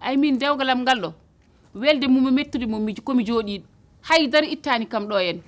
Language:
Fula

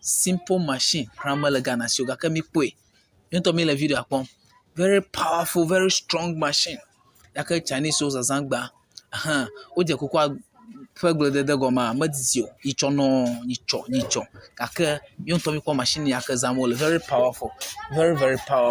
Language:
Ewe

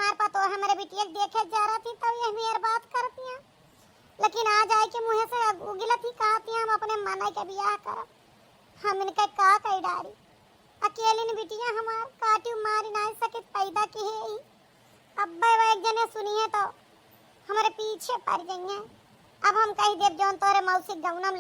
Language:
Awadhi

